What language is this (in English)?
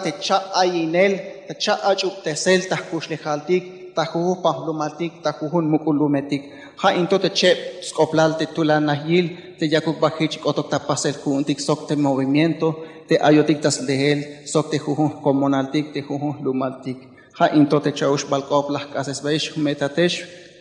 Tzeltal